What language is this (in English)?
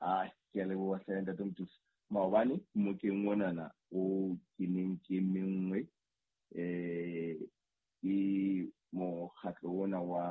Southern Sotho